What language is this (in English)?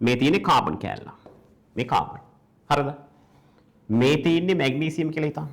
Sinhala